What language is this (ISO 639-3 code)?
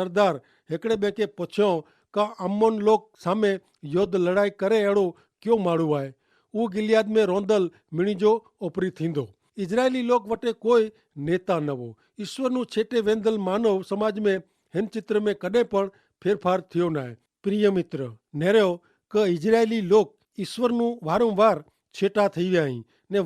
kfr